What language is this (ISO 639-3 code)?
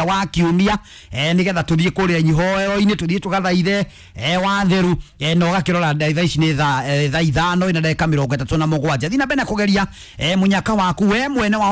kik